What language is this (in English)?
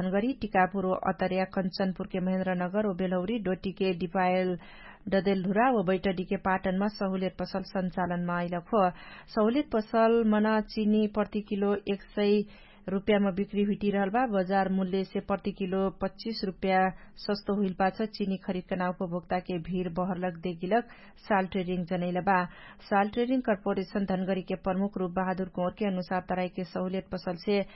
Dangaura Tharu